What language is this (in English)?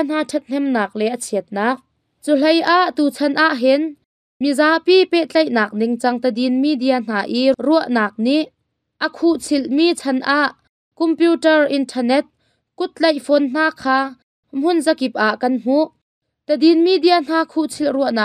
Hakha Chin